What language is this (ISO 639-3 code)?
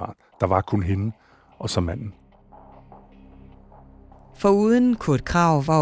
dan